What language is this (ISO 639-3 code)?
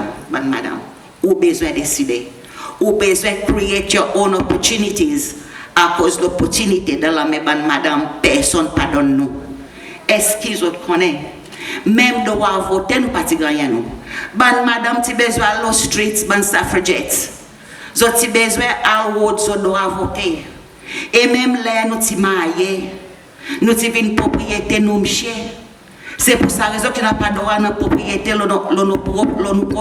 crs